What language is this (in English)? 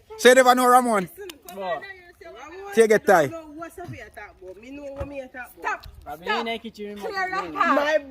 Jamaican Creole English